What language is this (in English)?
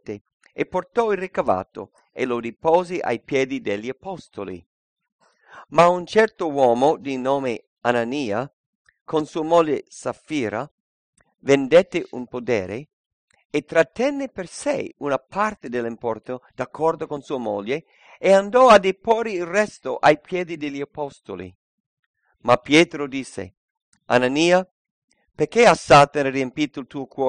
Italian